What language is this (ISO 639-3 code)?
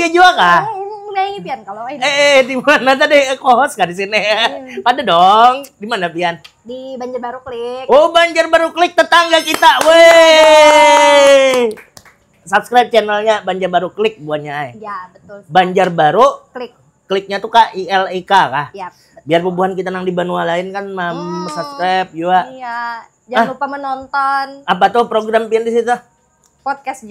bjn